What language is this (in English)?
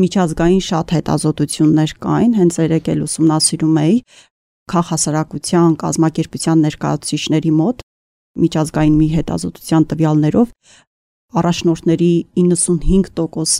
Armenian